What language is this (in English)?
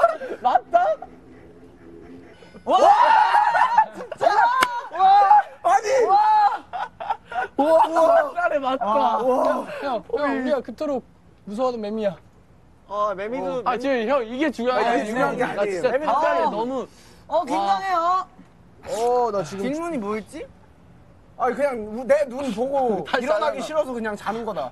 Korean